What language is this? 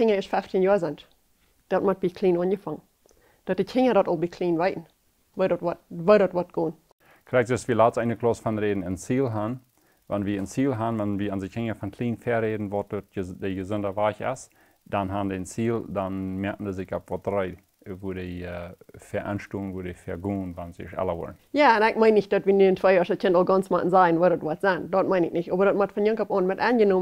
Plautdietsch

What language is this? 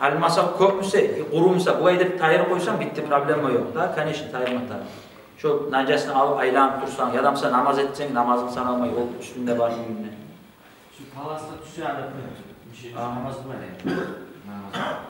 Kumyk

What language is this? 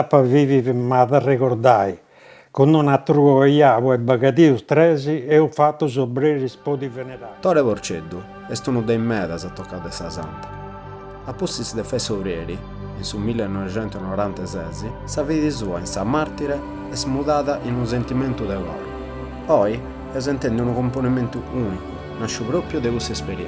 Sardinian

